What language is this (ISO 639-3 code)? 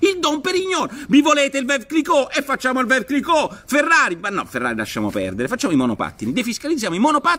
ita